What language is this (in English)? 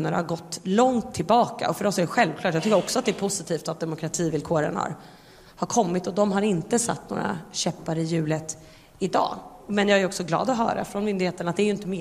Swedish